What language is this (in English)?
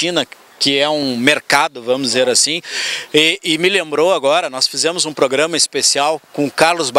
Portuguese